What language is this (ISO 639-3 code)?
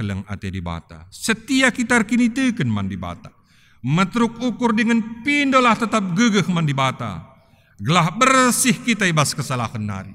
btx